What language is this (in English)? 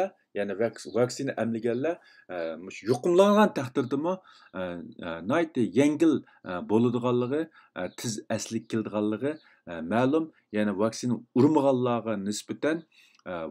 Uyghur